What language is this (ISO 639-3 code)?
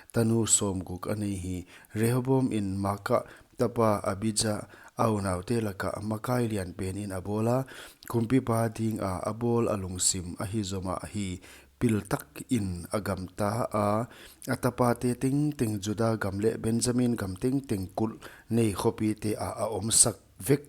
pck